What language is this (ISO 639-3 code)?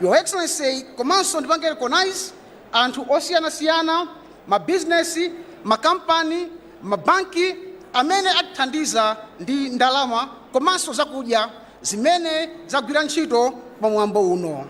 nya